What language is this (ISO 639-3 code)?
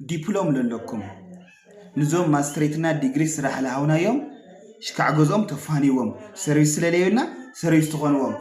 tir